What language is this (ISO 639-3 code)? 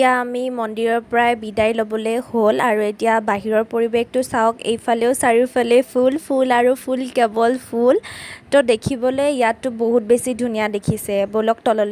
asm